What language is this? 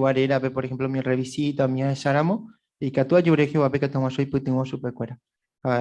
Guarani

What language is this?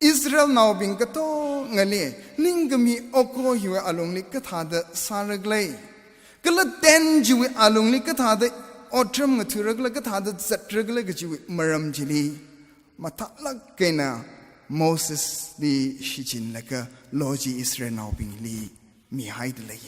Tangkhul Naga (India)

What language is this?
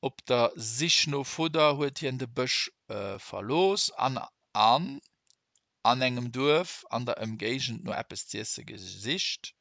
Luxembourgish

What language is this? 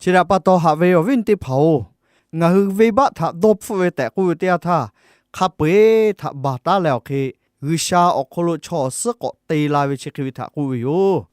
Lahu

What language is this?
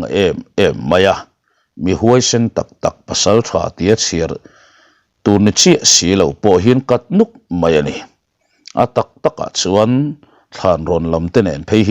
Mizo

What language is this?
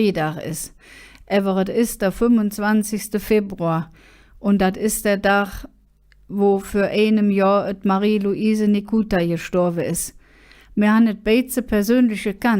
Colognian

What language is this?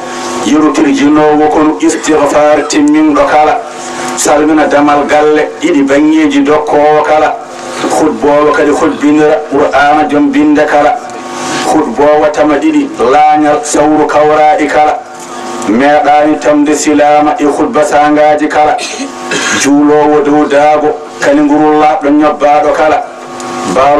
Fula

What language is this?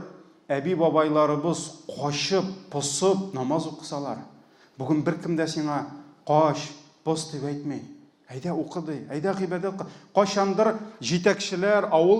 Tatar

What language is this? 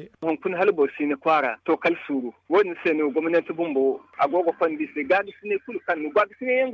Zarma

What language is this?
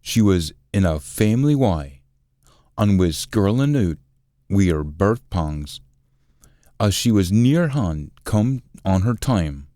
Scots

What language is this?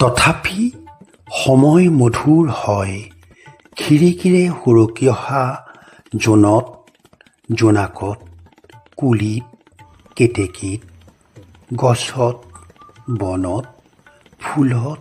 Assamese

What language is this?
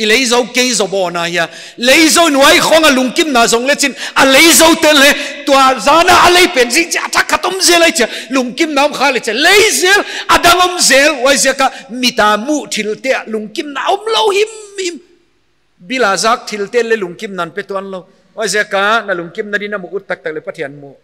Paite Chin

